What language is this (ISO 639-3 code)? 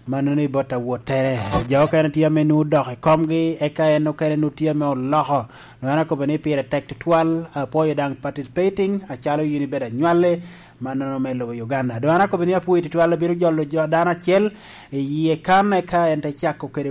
laj